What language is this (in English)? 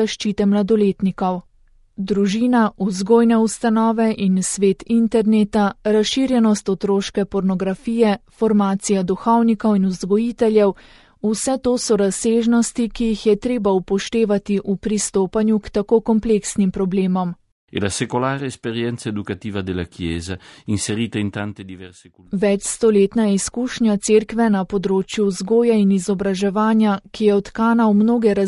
Slovenian